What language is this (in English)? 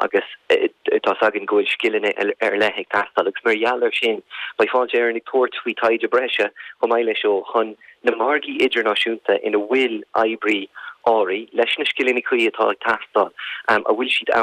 Irish